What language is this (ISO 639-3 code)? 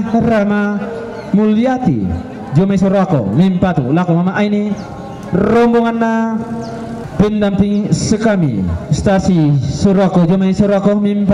sda